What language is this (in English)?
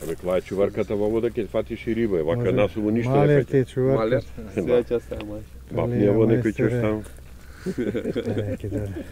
Macedonian